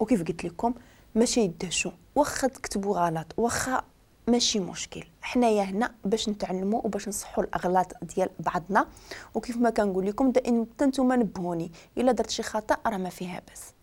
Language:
Moroccan Arabic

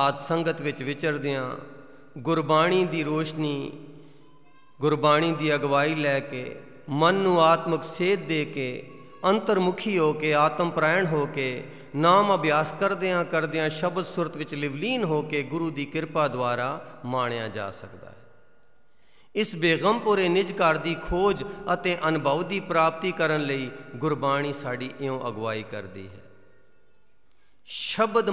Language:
Punjabi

